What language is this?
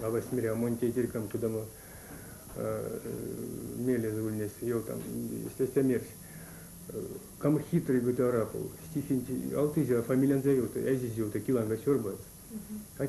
Erzya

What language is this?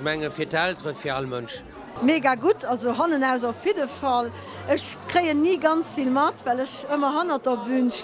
Luxembourgish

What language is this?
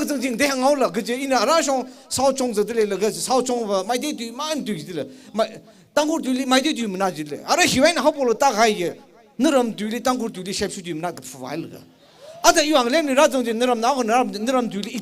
Tangkhul Naga (India)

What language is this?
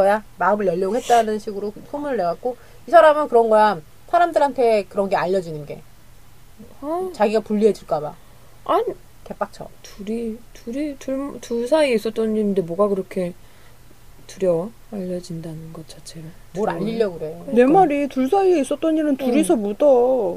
Korean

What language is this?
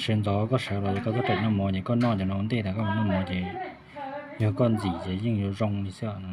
Hmong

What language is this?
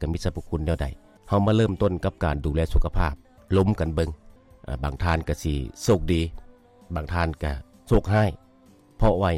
Lao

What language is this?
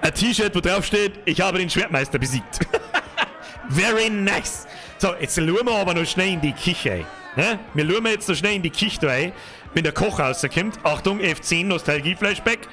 Bavarian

